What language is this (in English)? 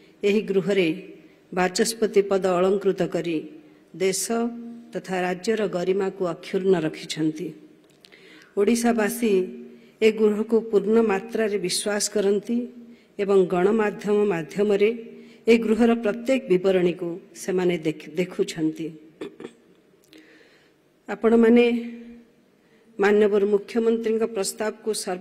Odia